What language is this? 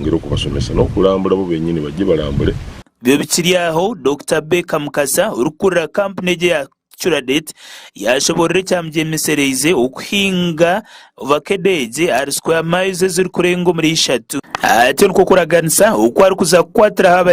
Nyankole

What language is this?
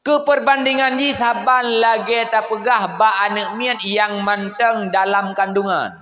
Achinese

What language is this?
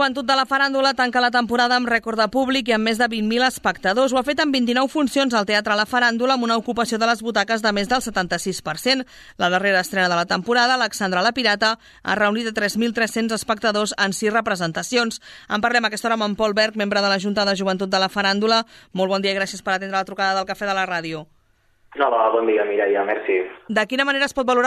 Catalan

